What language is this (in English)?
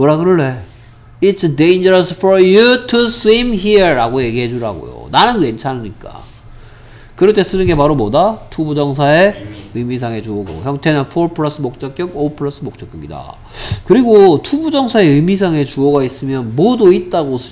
Korean